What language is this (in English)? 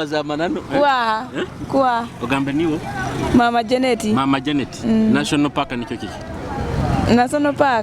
Nyoro